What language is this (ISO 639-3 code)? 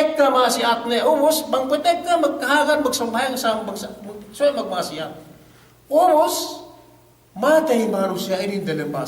yka